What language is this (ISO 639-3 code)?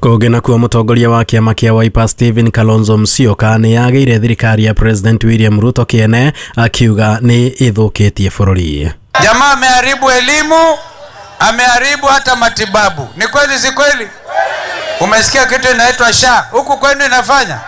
kik